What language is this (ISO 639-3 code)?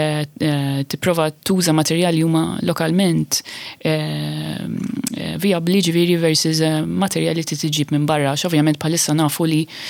mlt